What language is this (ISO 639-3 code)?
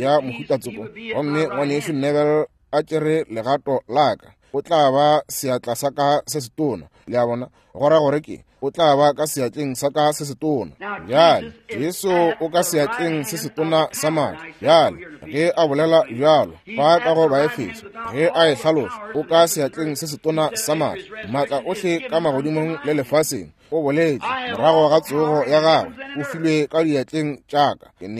nso